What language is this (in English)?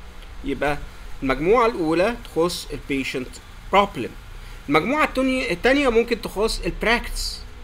Egyptian Arabic